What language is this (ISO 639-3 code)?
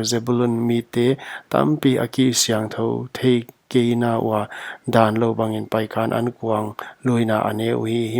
pck